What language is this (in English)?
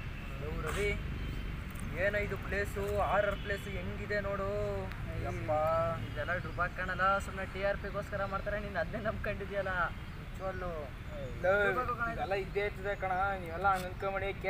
Kannada